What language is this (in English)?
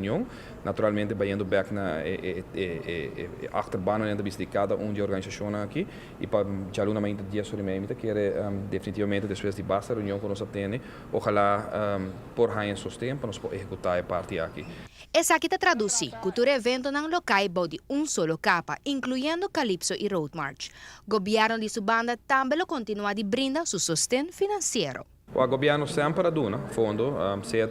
Papiamento